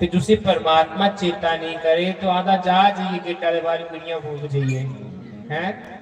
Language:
Dogri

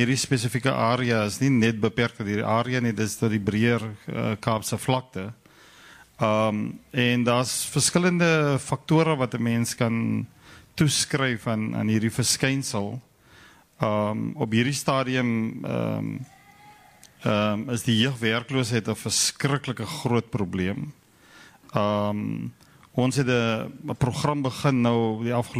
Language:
Afrikaans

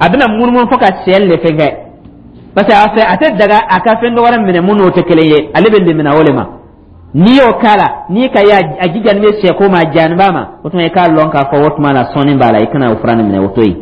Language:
Dyula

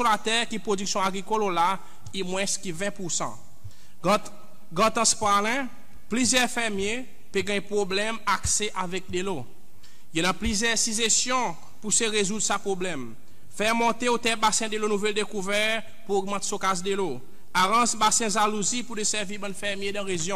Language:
Seselwa Creole French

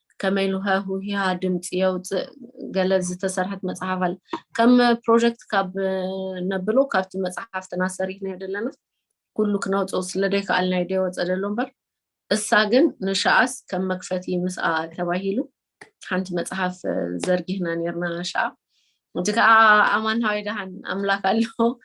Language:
Tigrinya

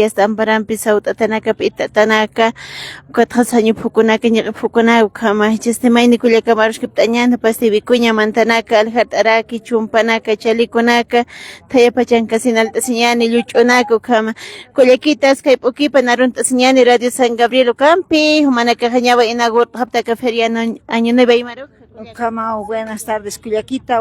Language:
Aymara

